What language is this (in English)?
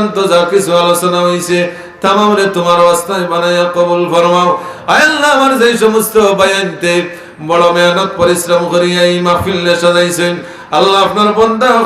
Sylheti